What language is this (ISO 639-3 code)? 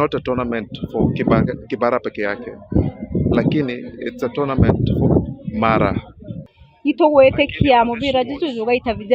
mer